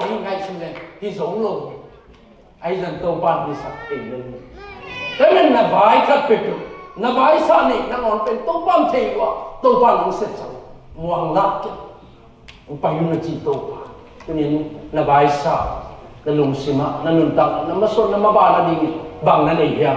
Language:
Tedim Chin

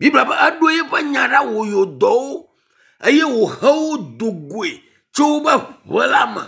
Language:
Ewe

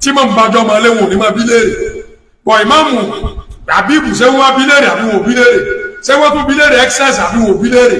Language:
Yoruba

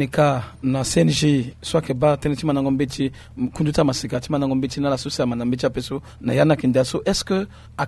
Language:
Sango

